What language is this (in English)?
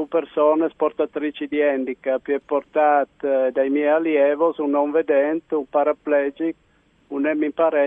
Friulian